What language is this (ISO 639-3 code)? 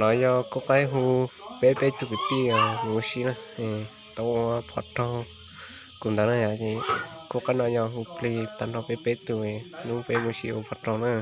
hmn